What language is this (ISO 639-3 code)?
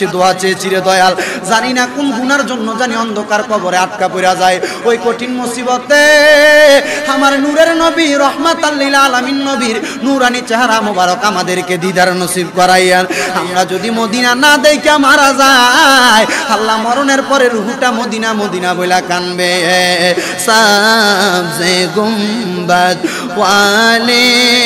ben